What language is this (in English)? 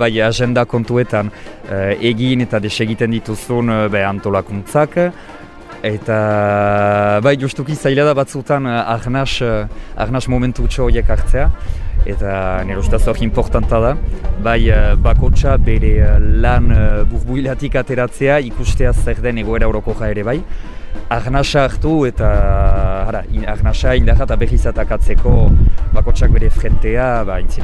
Basque